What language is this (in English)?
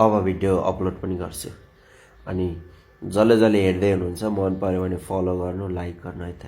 Nepali